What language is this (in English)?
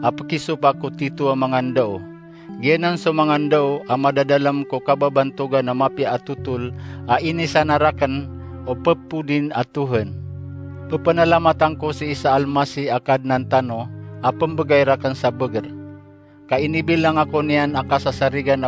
Maranao